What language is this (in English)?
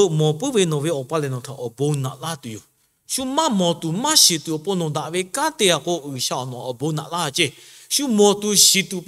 Lahu